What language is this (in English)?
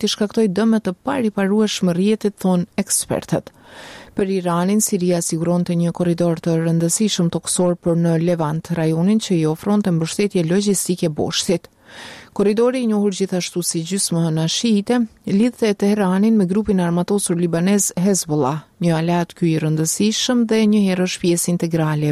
Albanian